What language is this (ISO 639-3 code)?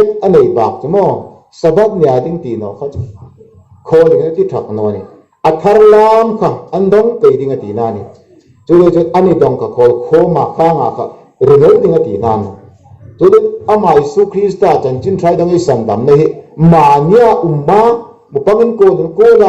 hmr